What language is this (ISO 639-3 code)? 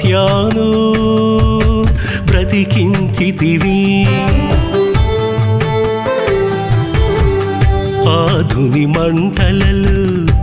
tel